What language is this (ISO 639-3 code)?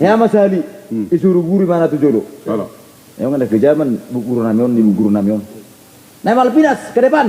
bbc